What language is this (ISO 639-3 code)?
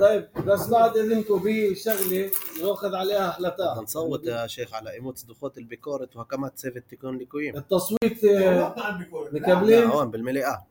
apc